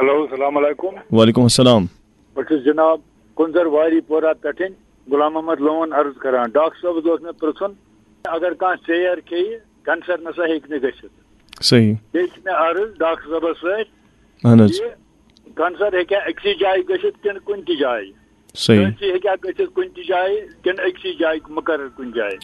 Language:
Kashmiri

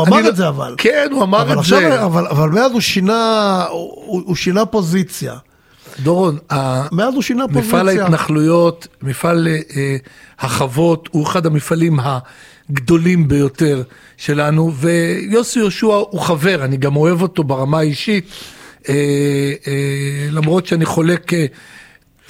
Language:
Hebrew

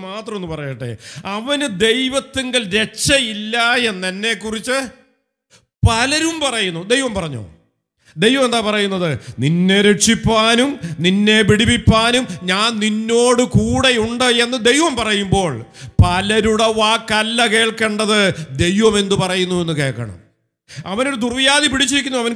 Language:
Malayalam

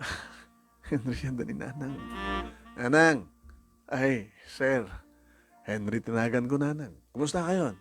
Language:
Iloko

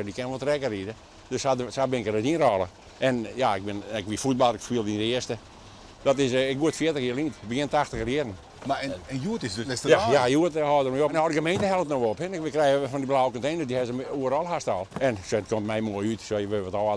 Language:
Western Frisian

